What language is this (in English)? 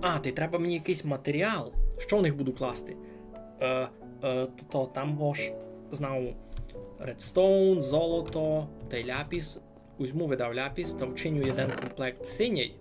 Rusyn